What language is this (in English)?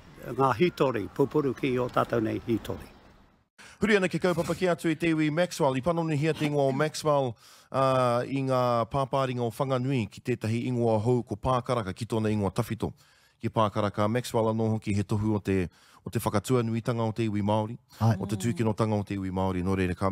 Māori